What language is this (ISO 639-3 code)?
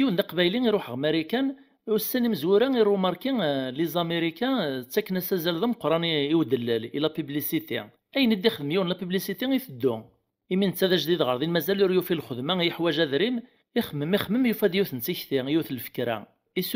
kab